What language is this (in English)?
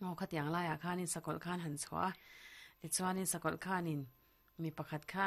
Mizo